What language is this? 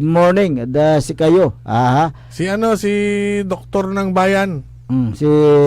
Pangasinan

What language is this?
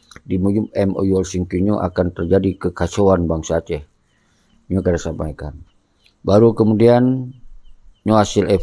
Achinese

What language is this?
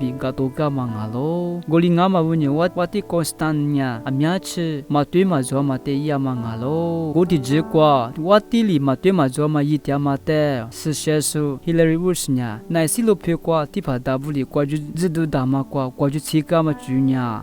Lisu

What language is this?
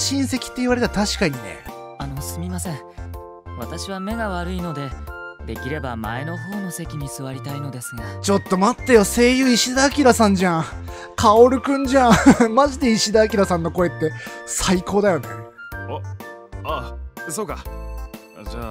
Japanese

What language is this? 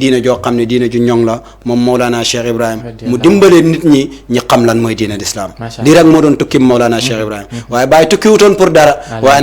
Wolof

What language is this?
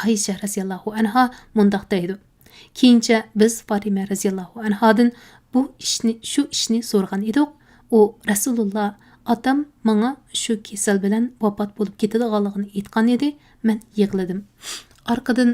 Uyghur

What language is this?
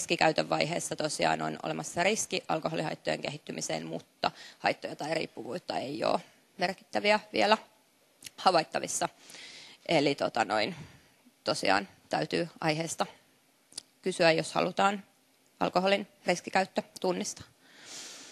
Finnish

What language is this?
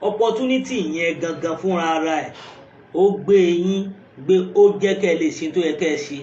Yoruba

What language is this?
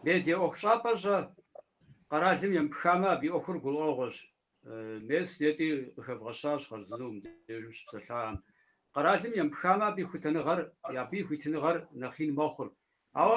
Kabardian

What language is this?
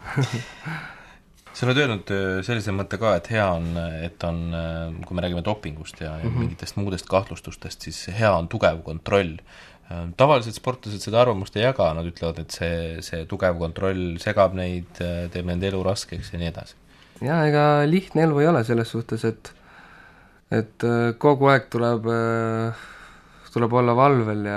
Estonian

